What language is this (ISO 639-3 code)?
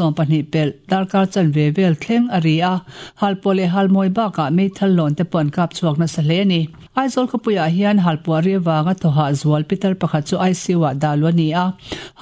lus